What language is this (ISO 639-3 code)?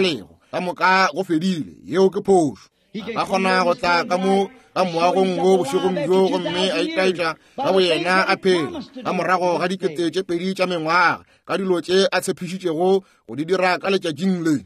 nso